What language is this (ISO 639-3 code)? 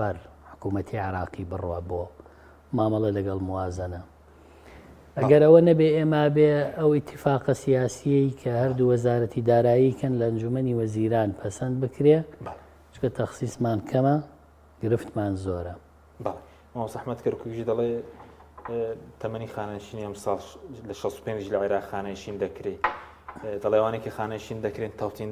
ckb